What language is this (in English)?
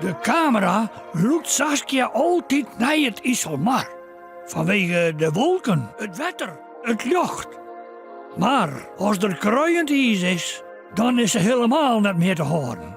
Western Frisian